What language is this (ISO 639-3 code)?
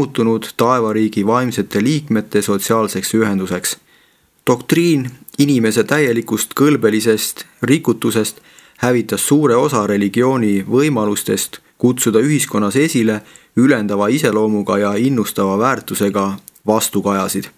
est